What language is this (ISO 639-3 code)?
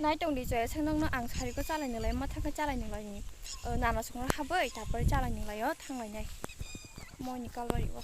trp